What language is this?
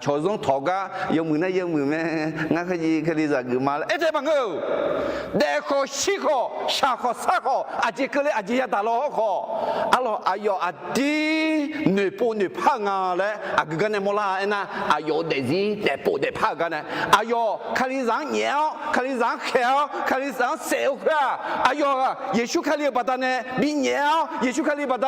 Akha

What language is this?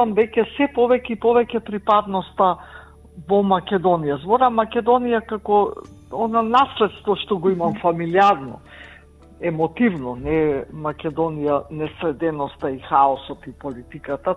Macedonian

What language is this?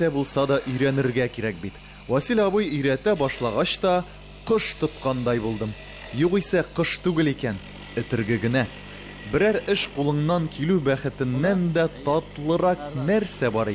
Tatar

